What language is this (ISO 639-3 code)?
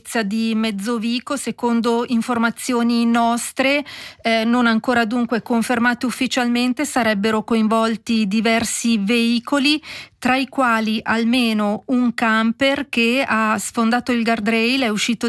ita